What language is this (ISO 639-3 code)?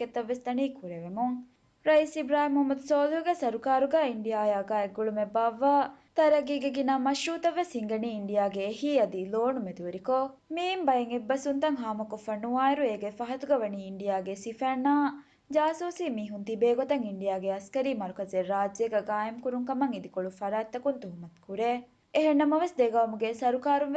div